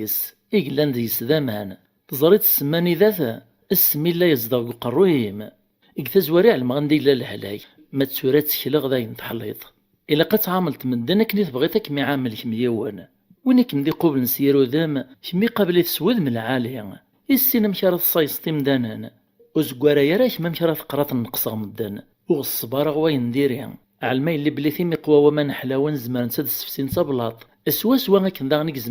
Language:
Kabyle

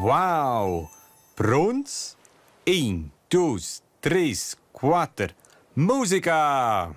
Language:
Romansh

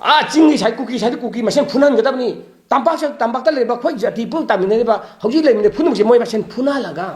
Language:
Manipuri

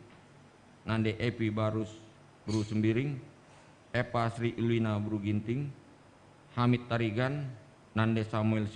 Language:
Batak Karo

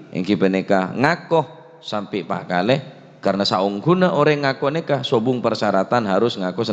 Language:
Madurese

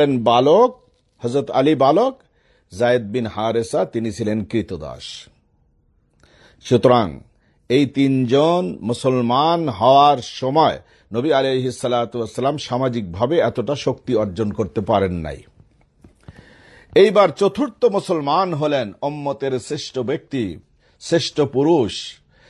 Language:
Bangla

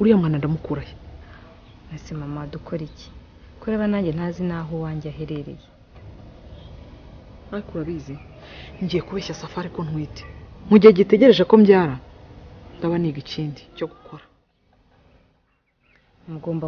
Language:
Kinyarwanda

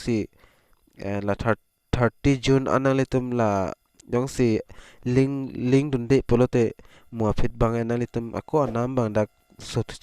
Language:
Karbi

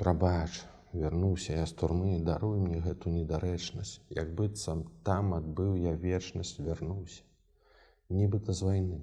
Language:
Belarusian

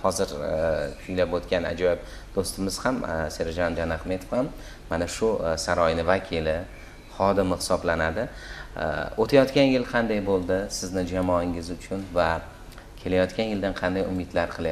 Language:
Uzbek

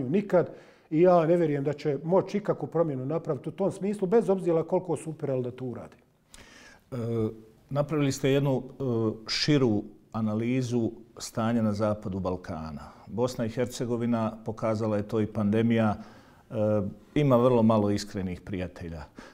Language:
Bosnian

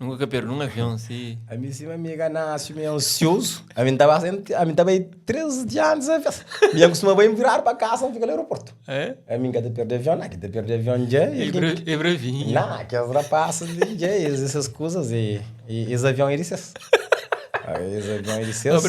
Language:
Kabuverdianu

